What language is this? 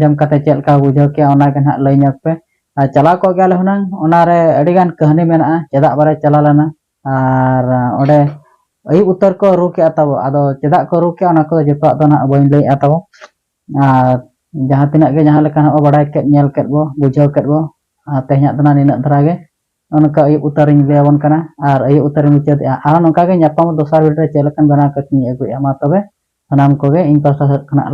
Santali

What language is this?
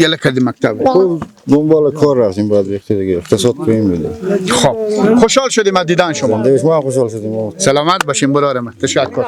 Persian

